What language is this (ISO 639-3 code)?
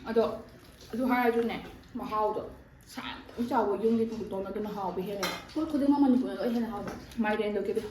mni